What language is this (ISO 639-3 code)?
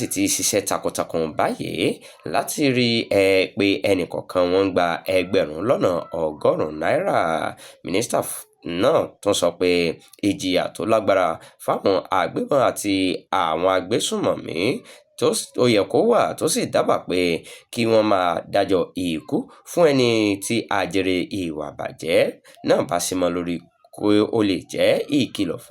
yor